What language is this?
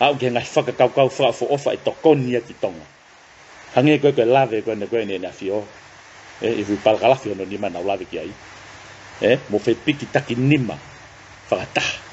Tongan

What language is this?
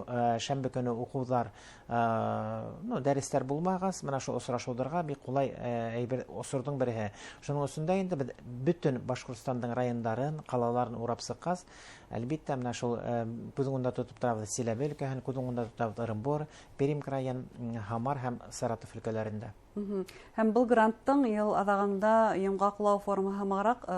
Bashkir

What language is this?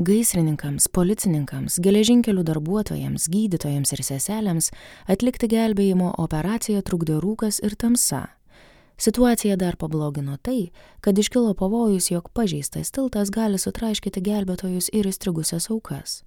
Lithuanian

